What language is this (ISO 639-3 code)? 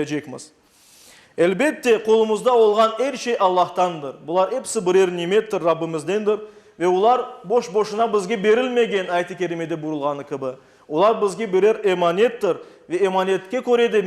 crh